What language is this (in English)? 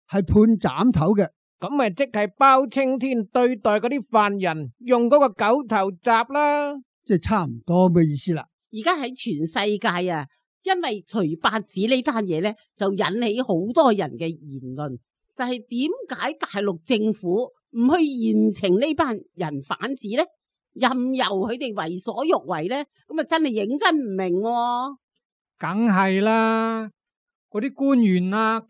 Cantonese